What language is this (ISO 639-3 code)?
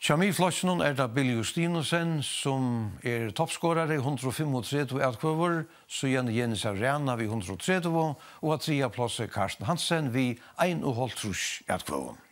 fao